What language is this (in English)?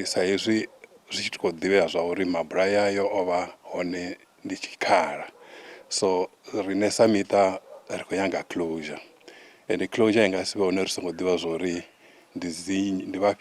Venda